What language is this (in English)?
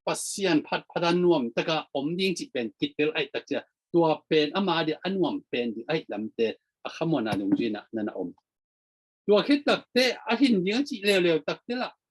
Tedim Chin